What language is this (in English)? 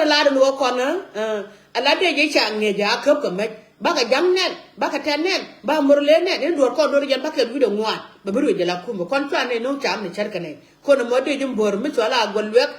Nuer